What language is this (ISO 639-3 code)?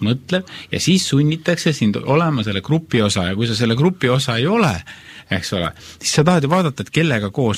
est